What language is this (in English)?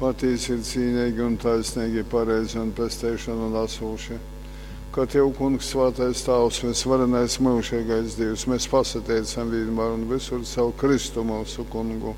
Latgalian